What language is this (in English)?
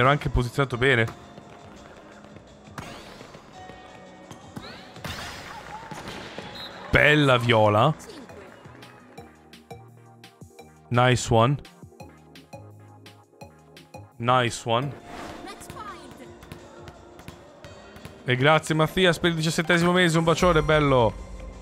Italian